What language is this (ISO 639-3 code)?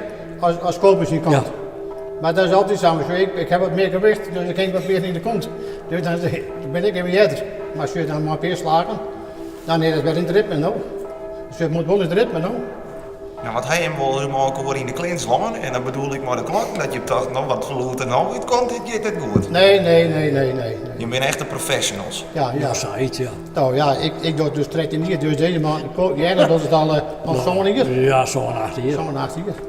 fry